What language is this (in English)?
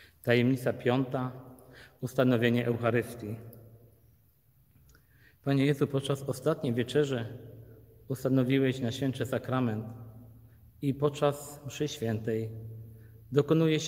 Polish